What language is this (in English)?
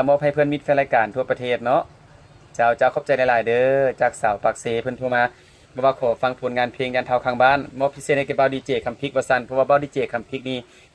Lao